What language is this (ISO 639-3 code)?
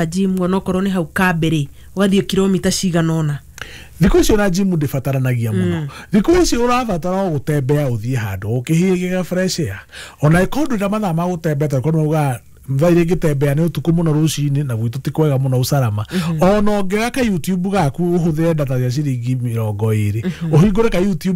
kik